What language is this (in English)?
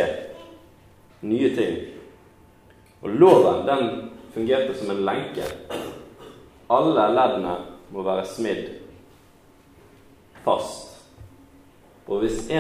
Norwegian